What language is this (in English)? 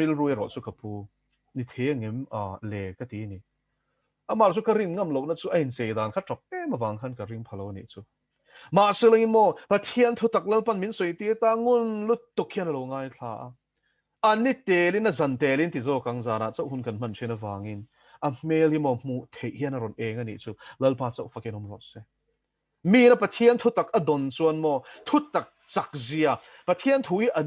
Mizo